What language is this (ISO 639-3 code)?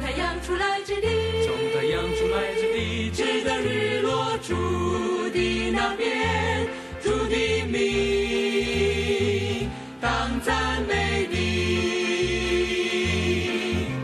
zho